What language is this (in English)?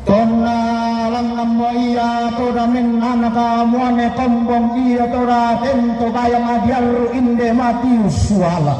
Toraja-Sa'dan